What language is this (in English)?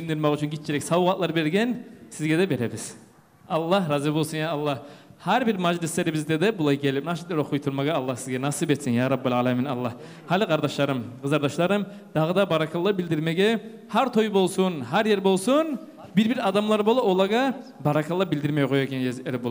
Kumyk